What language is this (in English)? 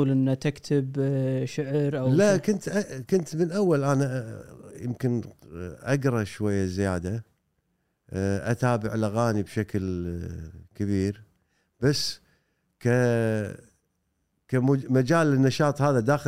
Gulf Arabic